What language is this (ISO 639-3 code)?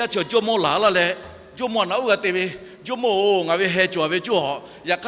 lhu